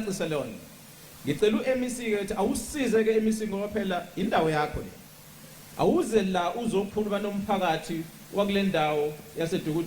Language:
Zulu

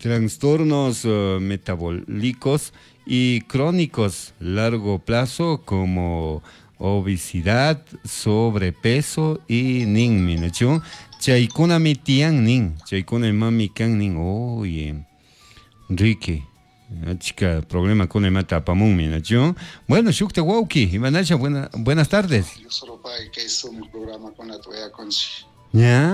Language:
Chimborazo Highland Quichua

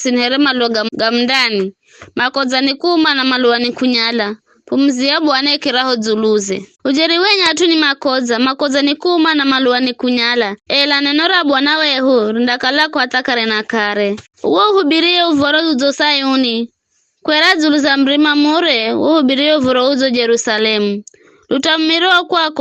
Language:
Giryama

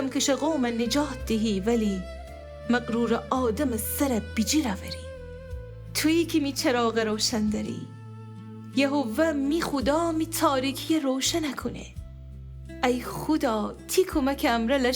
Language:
Gilaki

